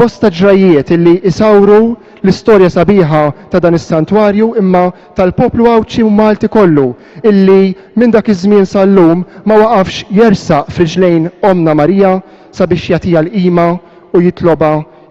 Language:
Maltese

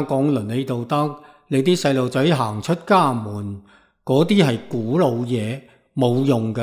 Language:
Cantonese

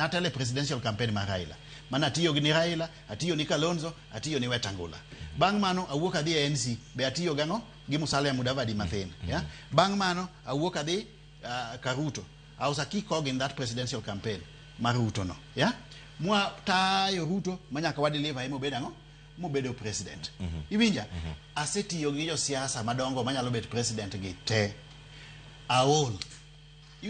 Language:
Luo (Kenya and Tanzania)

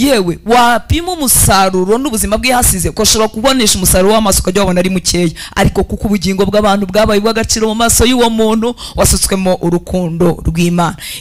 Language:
Kinyarwanda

